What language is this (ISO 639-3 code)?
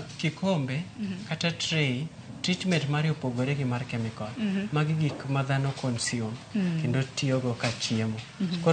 luo